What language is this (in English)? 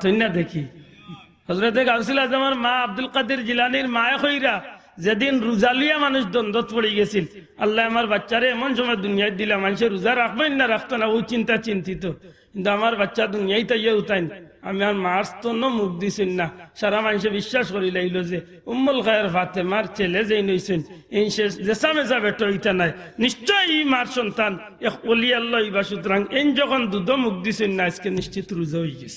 Sylheti